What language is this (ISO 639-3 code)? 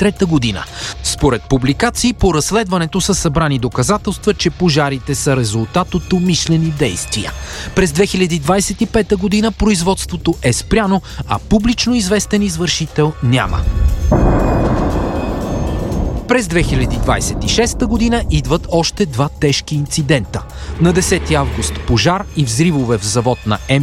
bul